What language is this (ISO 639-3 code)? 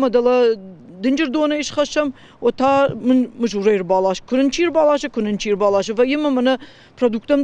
oss